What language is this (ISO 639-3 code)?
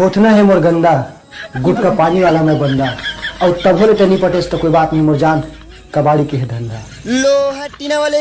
hne